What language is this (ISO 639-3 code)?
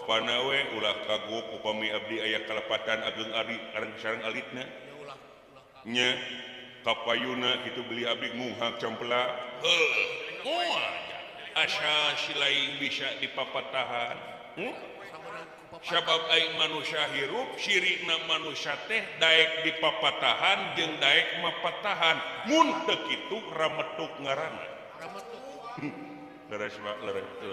sun